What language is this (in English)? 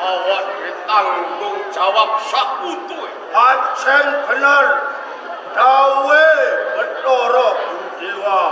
Javanese